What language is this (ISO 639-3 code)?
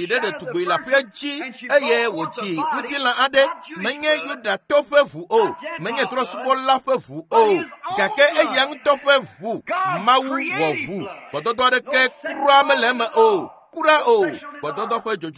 ewe